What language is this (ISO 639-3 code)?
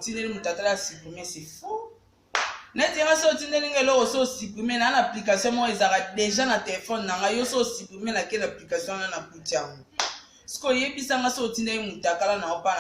lin